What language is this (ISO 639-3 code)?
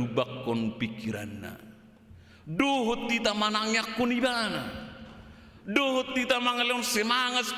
bbc